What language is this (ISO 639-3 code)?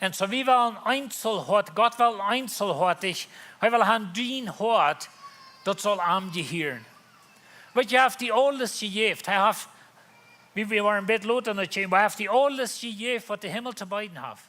pdt